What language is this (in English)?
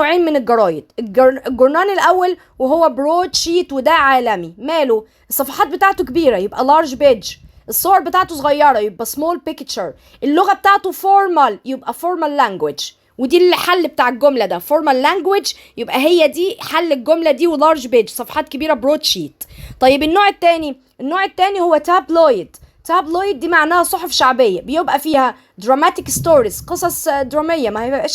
Egyptian Arabic